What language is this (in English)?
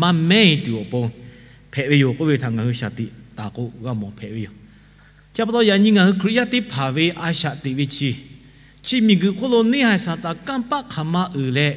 Lahu